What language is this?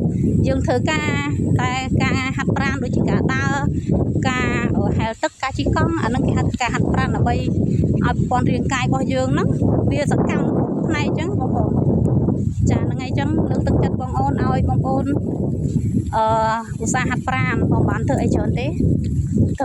Khmer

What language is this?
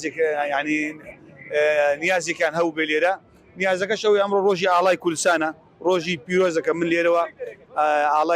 Central Kurdish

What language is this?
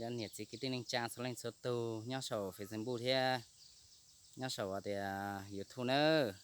Hmong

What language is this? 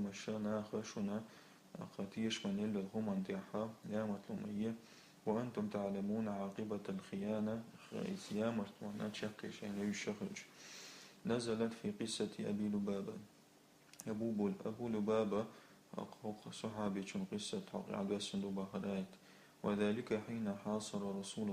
Chechen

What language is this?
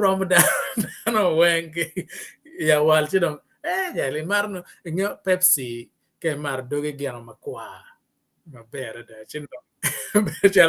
Acoli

